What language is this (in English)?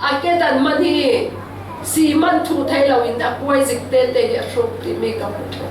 Falam Chin